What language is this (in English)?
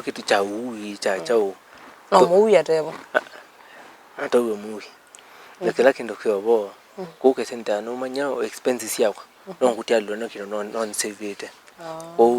Kamba